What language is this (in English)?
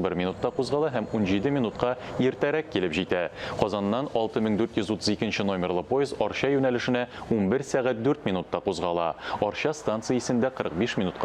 Tatar